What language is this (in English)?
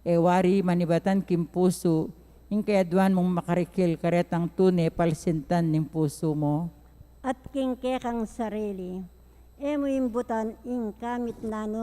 Pampanga